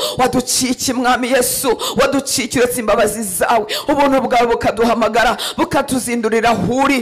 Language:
Kinyarwanda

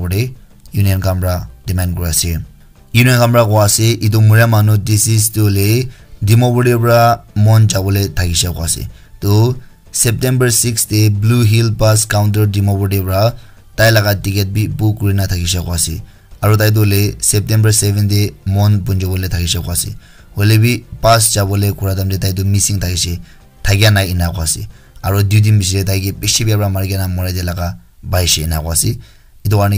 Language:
Naga Pidgin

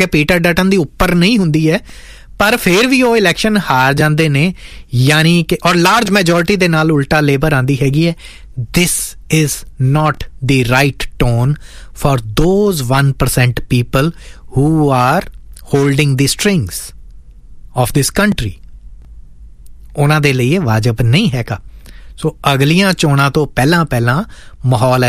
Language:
Punjabi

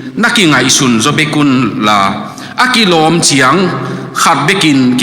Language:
Tedim Chin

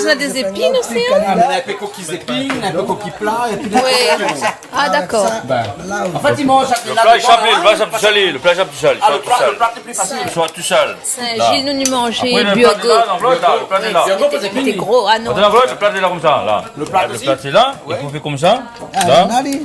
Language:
Réunion Creole French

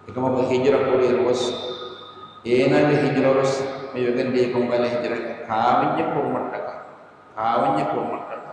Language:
Divehi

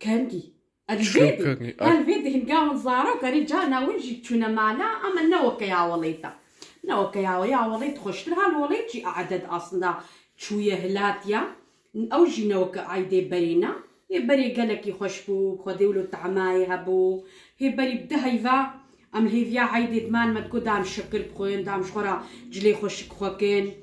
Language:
Kurdish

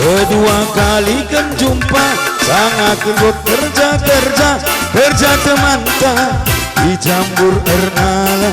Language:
Batak Karo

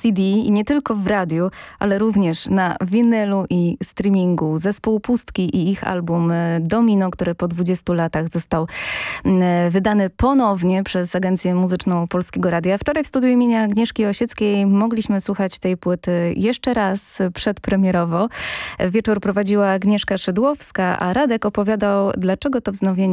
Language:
Polish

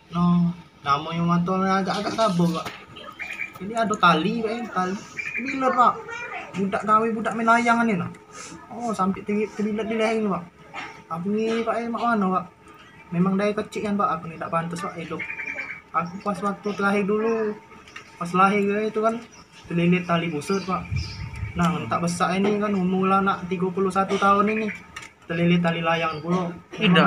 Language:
Musi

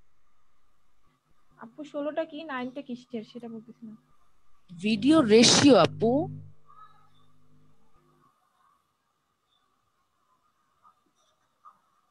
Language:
Bangla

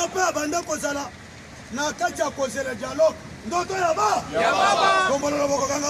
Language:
Lingala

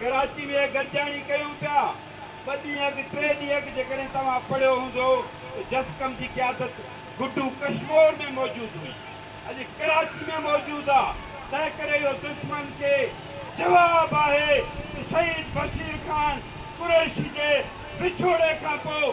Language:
Sindhi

